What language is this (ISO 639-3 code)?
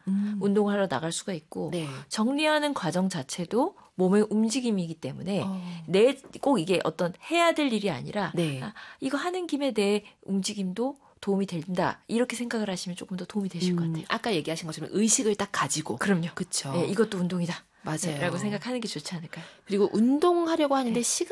kor